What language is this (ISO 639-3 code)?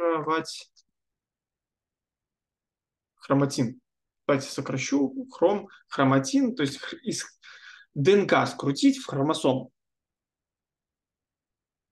rus